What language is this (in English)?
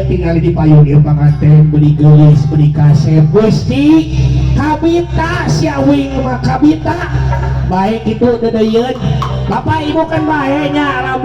Sundanese